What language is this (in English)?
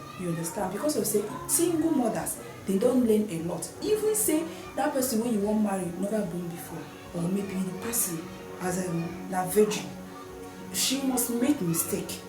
Nigerian Pidgin